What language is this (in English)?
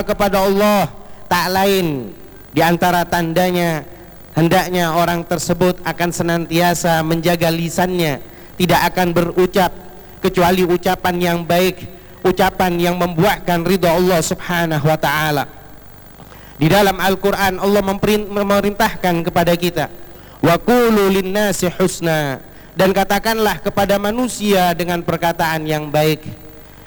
Indonesian